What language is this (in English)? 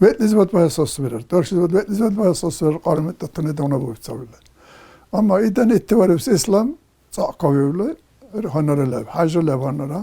Dargwa